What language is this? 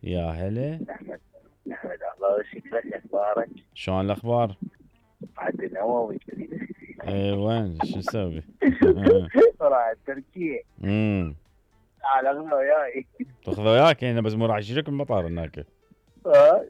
Mesopotamian Arabic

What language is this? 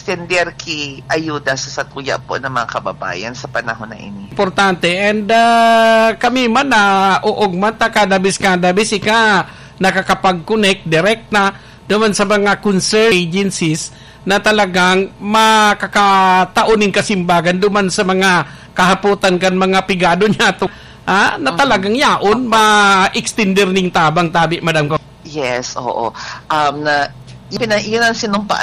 Bikol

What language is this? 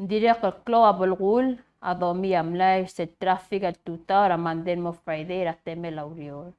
Palauan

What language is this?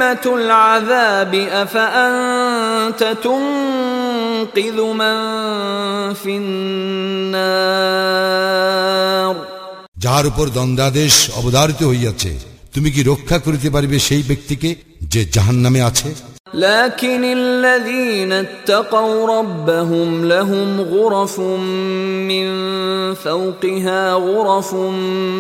Bangla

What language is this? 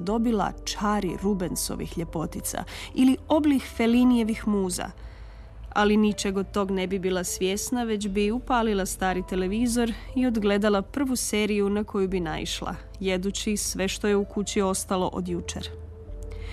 Croatian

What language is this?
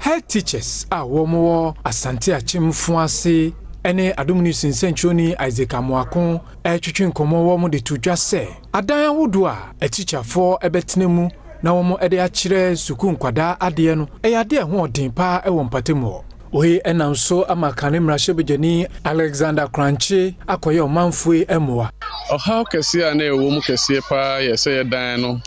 Akan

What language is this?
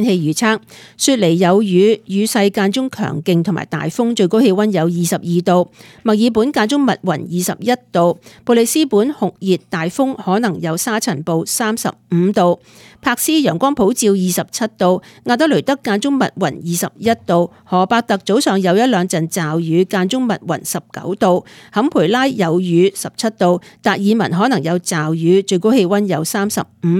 Cantonese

